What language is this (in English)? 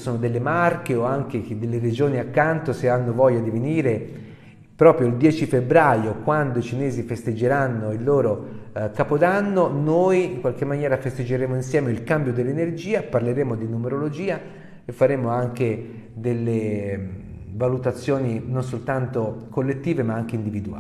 Italian